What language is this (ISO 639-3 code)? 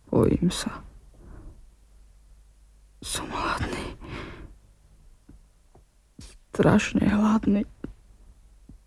slk